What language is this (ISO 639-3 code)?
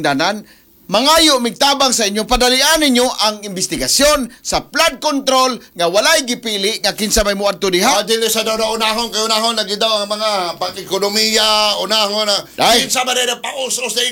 ceb